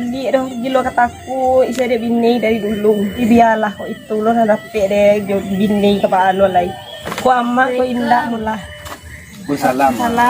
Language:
Minangkabau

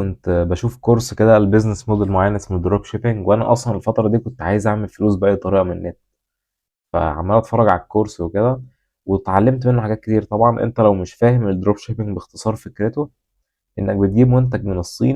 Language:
Egyptian Arabic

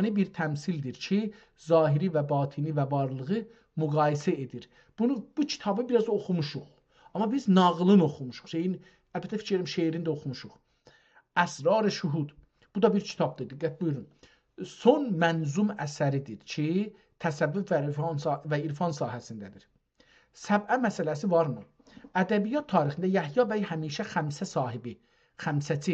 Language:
South Azerbaijani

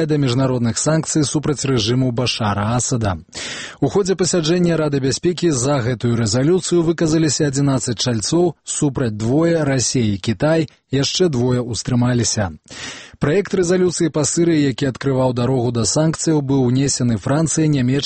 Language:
Belarusian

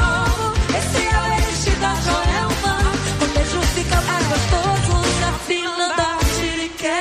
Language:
Portuguese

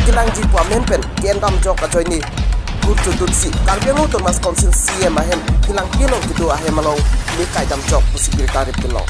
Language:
Karbi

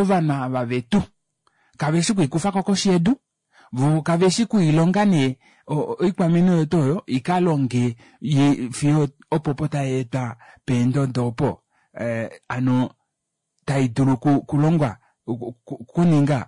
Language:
Kuanyama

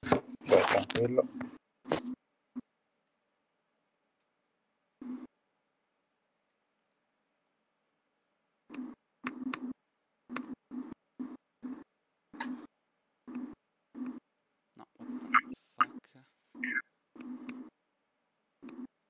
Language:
Italian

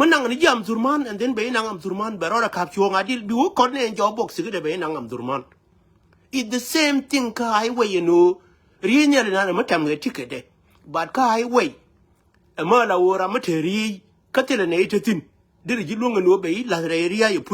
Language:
Nuer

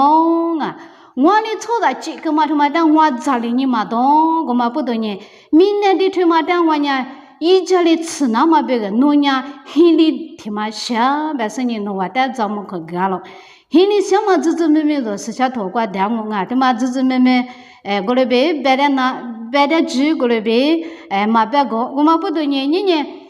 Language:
Lisu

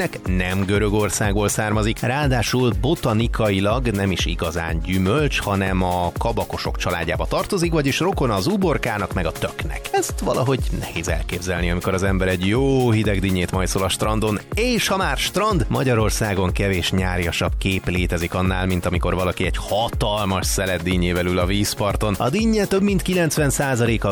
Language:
Hungarian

